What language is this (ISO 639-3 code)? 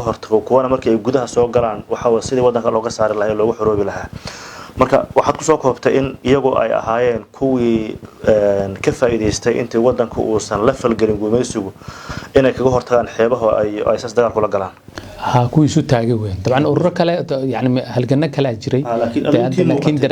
som